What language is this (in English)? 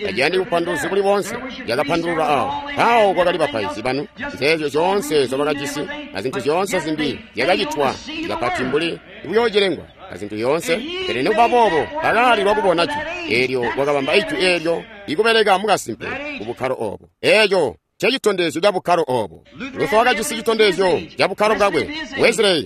Tonga (Zambia)